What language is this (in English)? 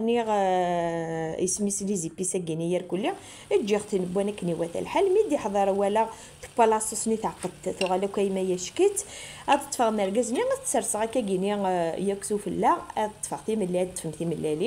Kabyle